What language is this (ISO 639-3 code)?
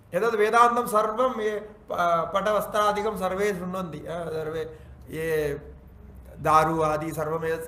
san